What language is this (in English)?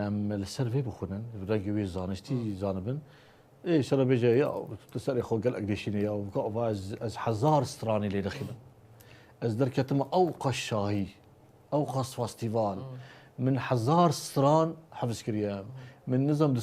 Kurdish